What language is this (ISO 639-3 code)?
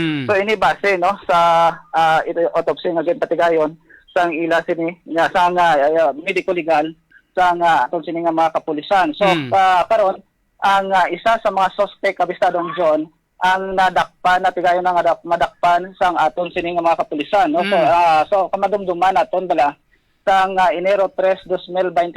hil